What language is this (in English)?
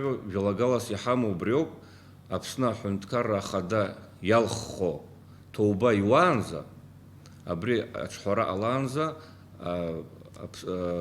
Abkhazian